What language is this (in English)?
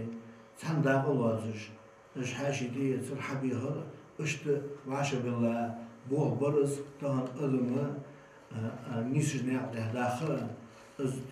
Ingush